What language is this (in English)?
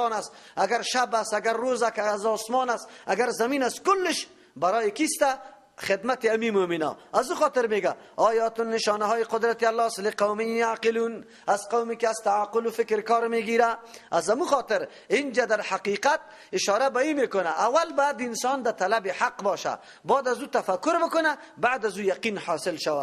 Persian